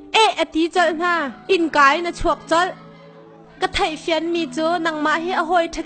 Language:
Hakha Chin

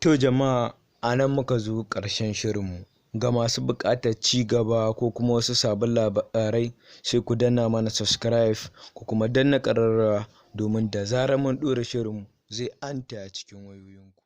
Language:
Hausa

